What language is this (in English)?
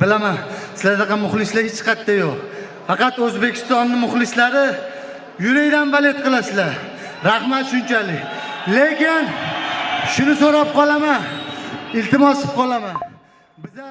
Uzbek